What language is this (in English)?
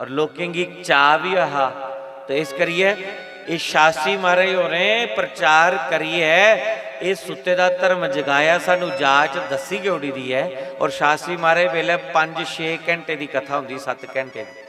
Dogri